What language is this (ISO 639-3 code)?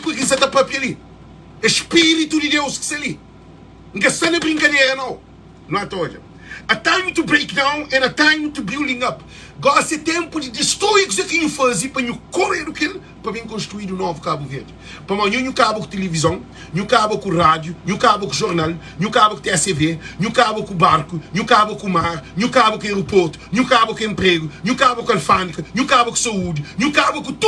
kea